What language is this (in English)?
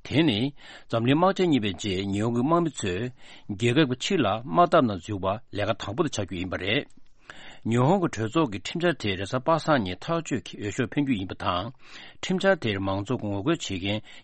Tibetan